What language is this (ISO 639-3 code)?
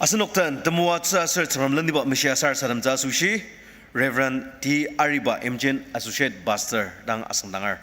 njo